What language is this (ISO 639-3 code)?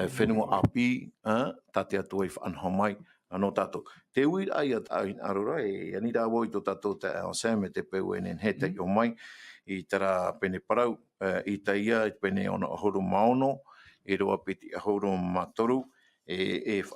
tah